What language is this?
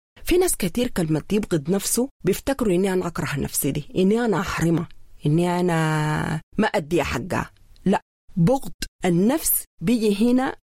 Sudanese Arabic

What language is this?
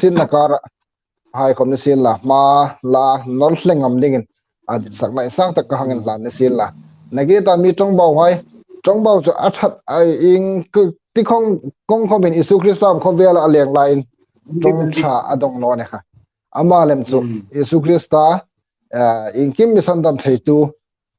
Hmar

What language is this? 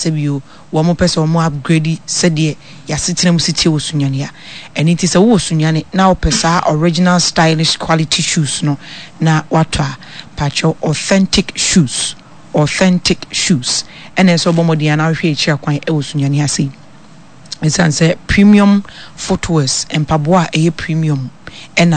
Akan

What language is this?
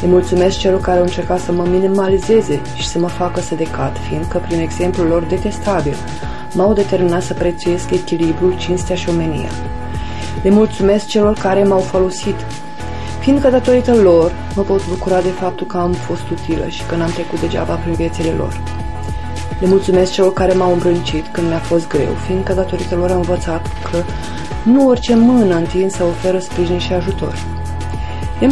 Romanian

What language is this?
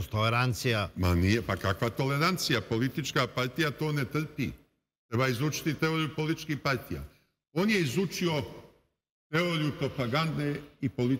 Serbian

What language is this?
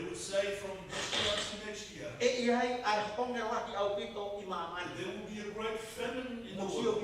Tongan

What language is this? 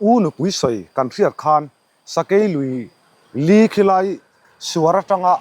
Mizo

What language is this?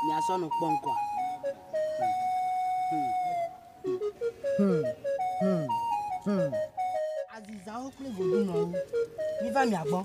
Ewe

